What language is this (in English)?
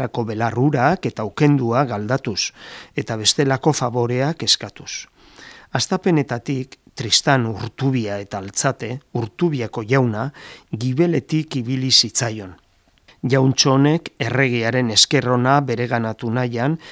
Basque